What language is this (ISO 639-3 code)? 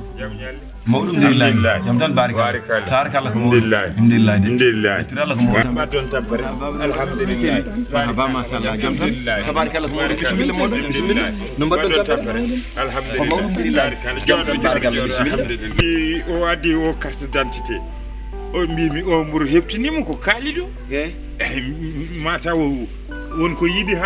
ful